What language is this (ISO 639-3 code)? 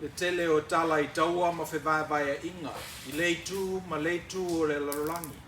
smo